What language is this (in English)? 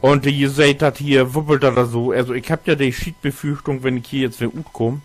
Low German